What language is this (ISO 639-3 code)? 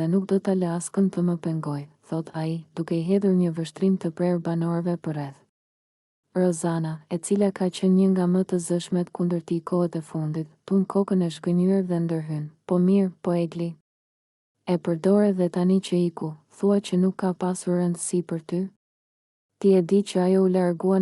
sqi